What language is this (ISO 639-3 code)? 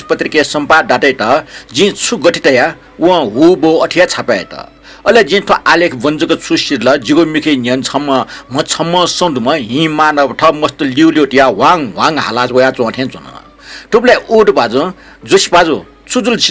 new